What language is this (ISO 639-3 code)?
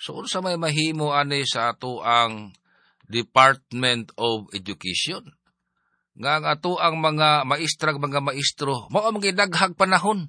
ceb